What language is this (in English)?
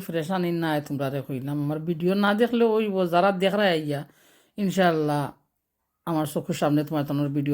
Sylheti